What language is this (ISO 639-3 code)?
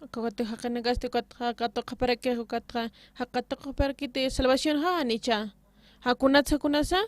aym